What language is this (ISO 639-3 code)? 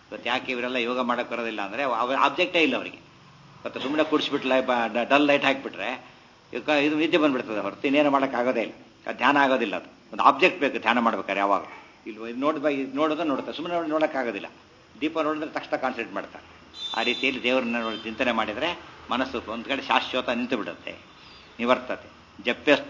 kan